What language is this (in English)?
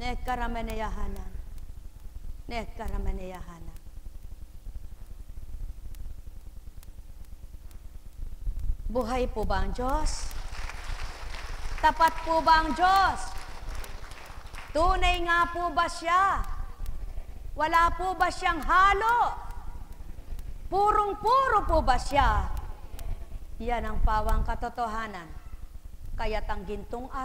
Filipino